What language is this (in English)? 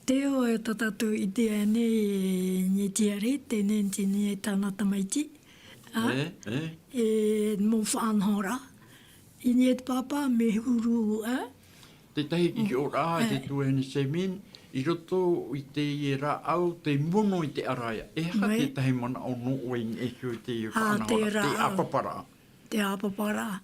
Tahitian